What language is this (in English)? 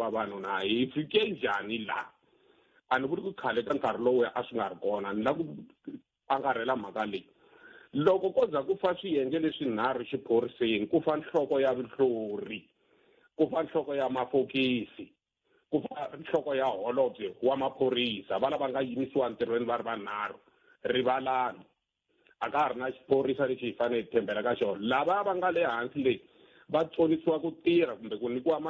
Tsonga